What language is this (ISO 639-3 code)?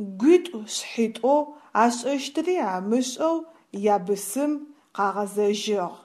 ady